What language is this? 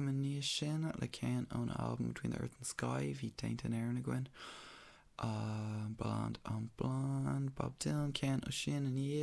Irish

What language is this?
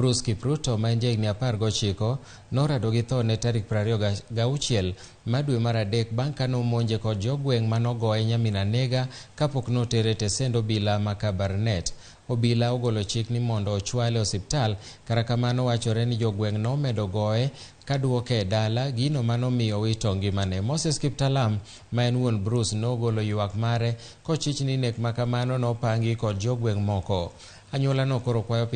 Luo (Kenya and Tanzania)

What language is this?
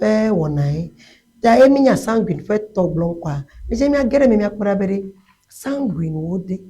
Ewe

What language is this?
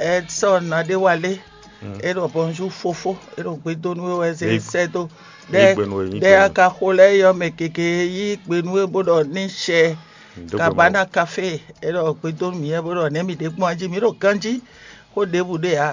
Fon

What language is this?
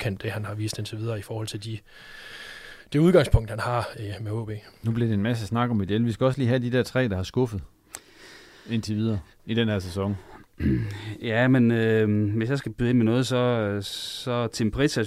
Danish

